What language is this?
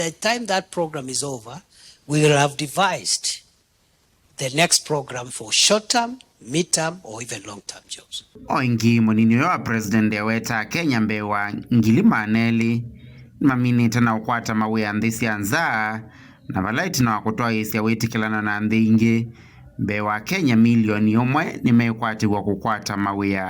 Kamba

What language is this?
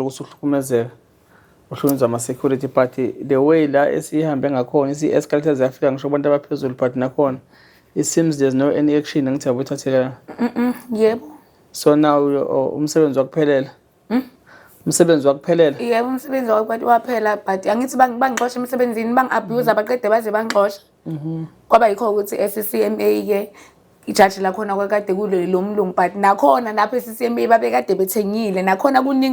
Zulu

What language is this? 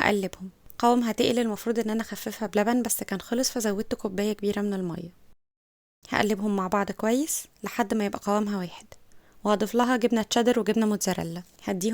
Egyptian Arabic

